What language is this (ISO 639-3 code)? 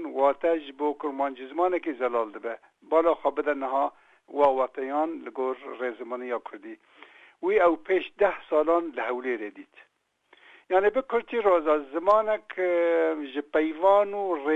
kur